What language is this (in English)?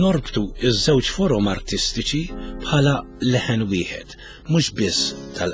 Maltese